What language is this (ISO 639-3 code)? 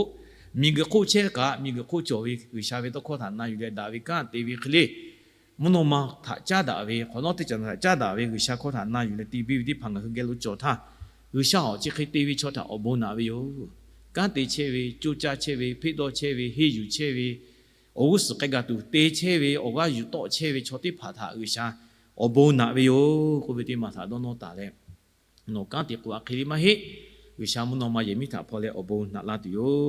lhu